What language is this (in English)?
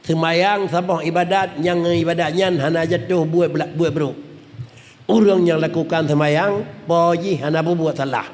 Achinese